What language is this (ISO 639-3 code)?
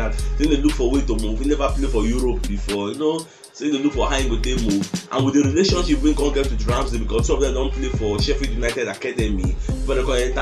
pcm